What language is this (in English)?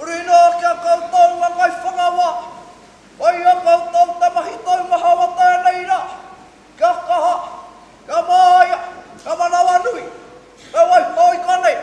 Māori